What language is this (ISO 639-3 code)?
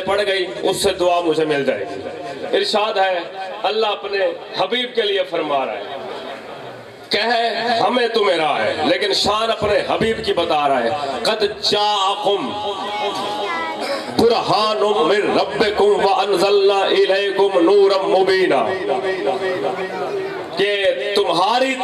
urd